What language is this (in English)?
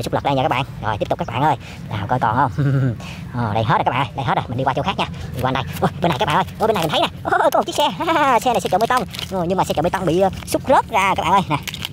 Vietnamese